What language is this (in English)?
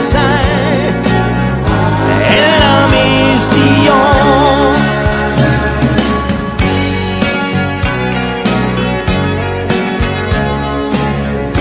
Danish